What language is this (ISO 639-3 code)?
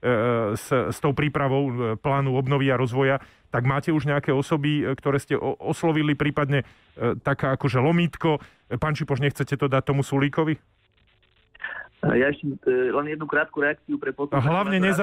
slk